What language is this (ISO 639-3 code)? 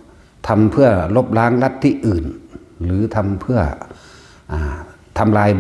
tts